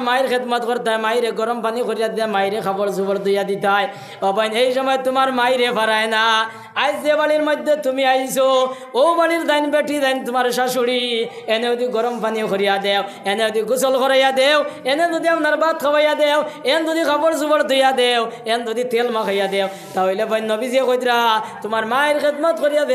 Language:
Sylheti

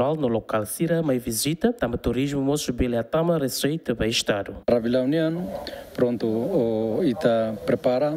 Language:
Tetum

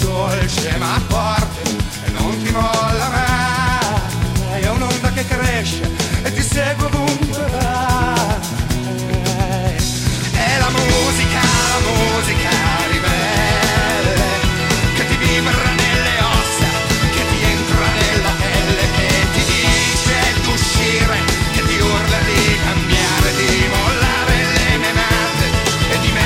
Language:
Italian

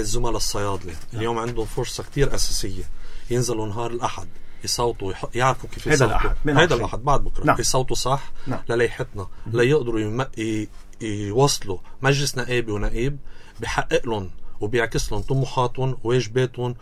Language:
North Levantine Arabic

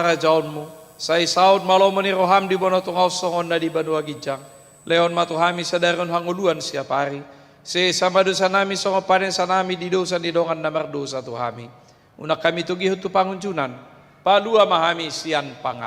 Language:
Batak Toba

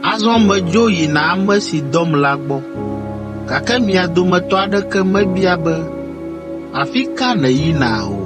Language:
Ewe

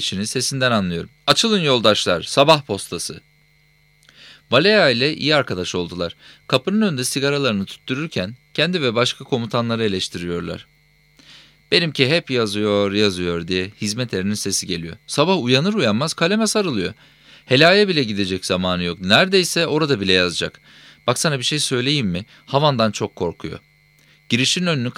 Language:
Turkish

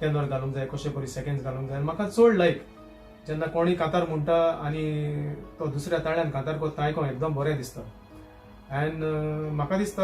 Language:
Konkani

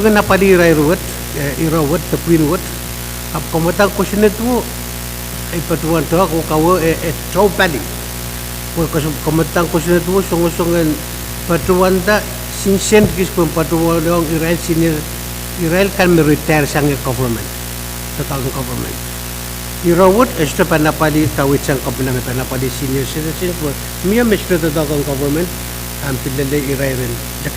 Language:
Pohnpeian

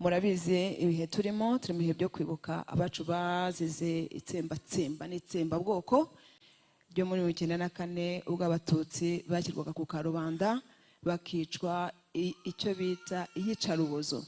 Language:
Kinyarwanda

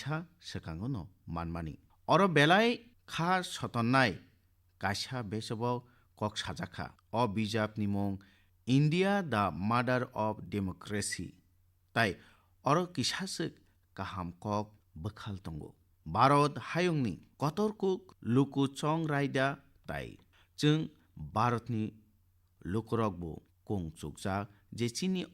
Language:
Kok Borok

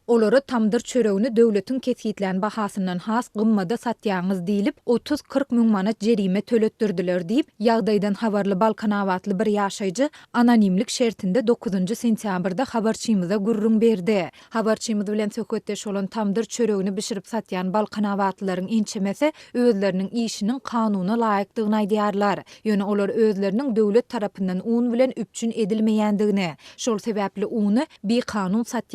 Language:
Turkmen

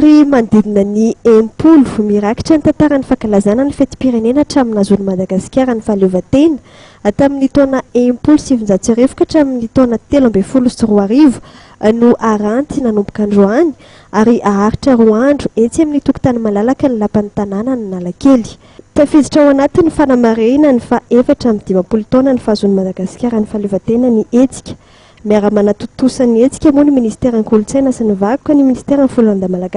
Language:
Malagasy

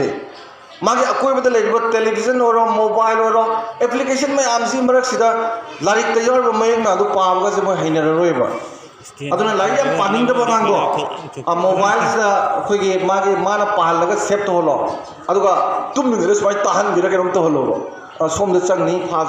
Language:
Manipuri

